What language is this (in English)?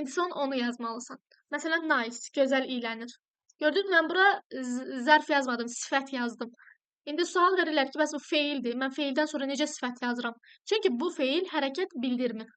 Azerbaijani